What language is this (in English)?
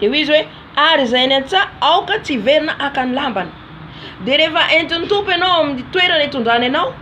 Malagasy